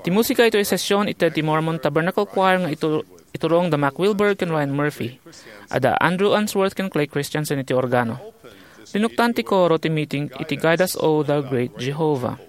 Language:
Iloko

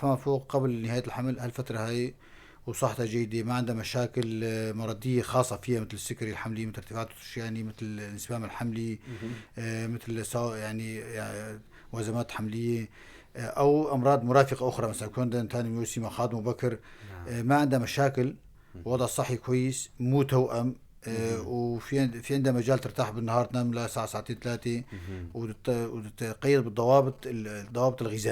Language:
North Levantine Arabic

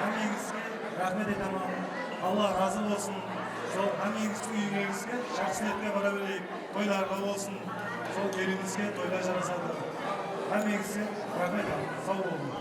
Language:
Kara-Kalpak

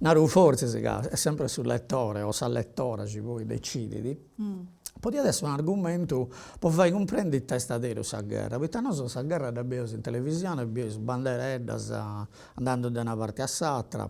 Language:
Sardinian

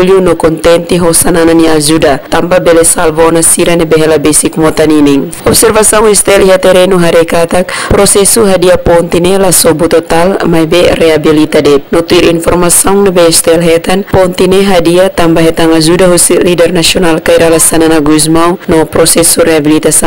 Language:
Tetum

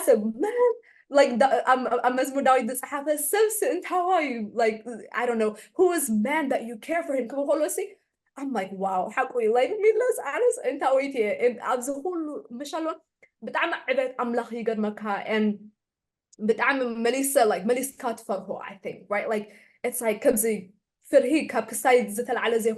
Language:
Tigrinya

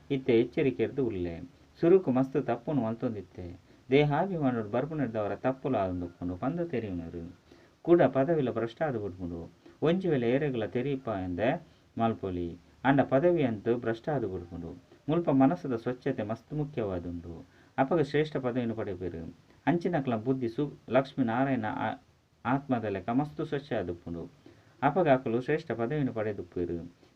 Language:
Tulu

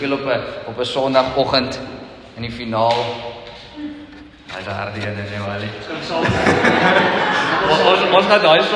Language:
Afrikaans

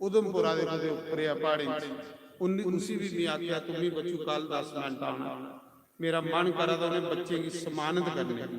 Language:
Dogri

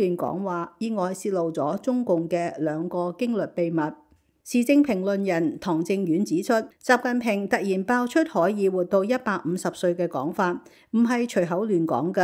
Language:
Cantonese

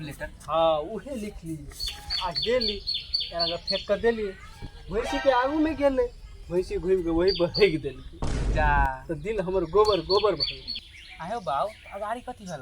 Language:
Maithili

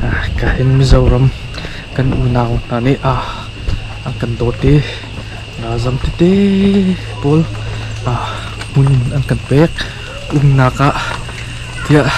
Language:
Hakha Chin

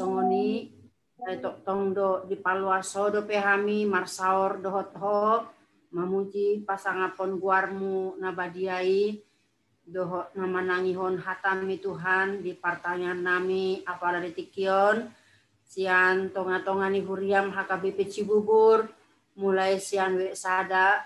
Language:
Batak Toba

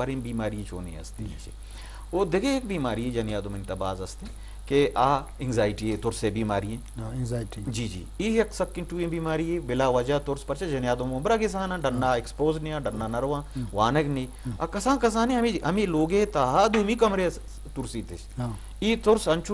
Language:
Eastern Balochi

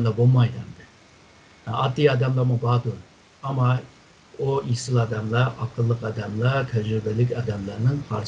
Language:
Uyghur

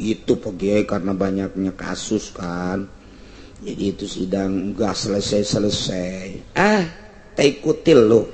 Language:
Sundanese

